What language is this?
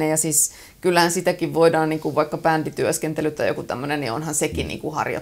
Finnish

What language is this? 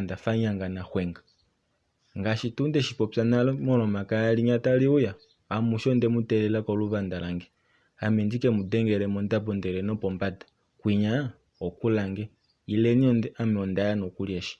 Kuanyama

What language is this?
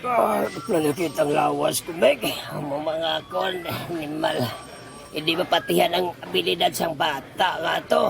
Hiligaynon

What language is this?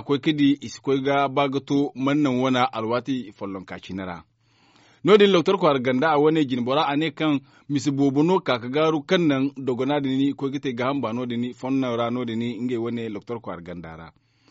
Zarma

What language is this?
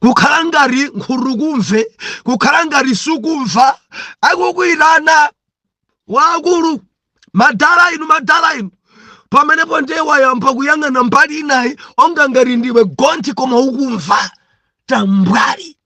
Nyanja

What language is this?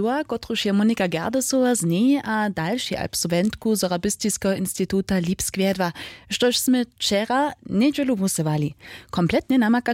Upper Sorbian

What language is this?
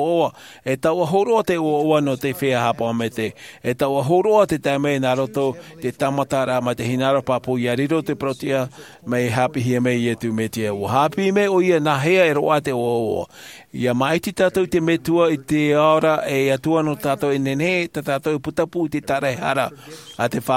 Tahitian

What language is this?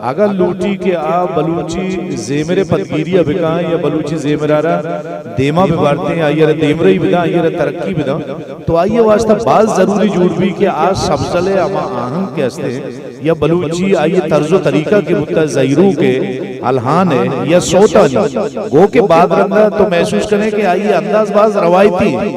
Eastern Balochi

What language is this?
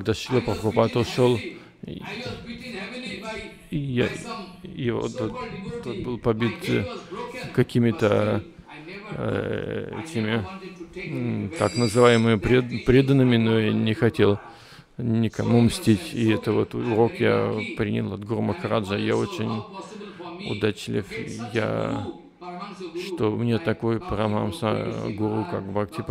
Russian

